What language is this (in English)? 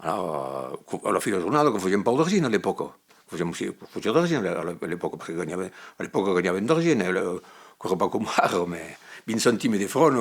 Occitan